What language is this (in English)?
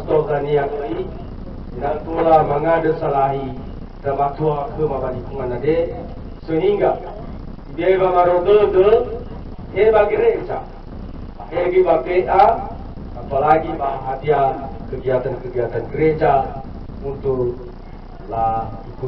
Nias